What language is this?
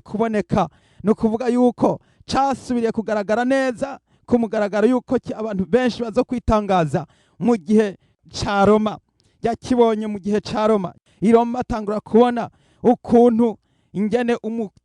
Rundi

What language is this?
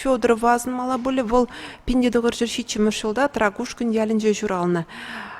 Chuvash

